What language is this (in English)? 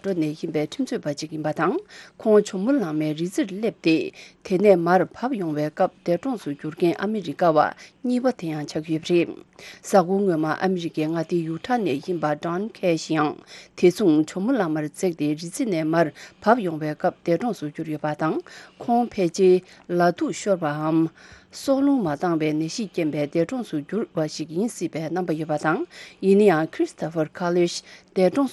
Tibetan